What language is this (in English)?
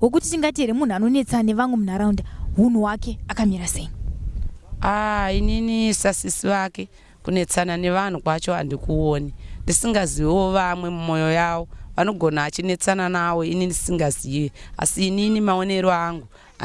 Shona